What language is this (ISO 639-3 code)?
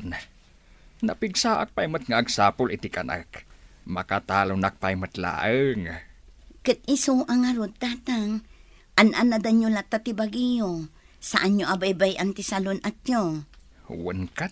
ilo